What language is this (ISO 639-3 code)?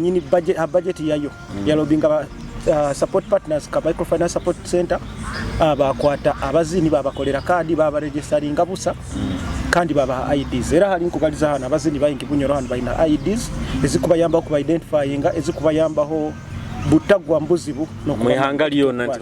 nyo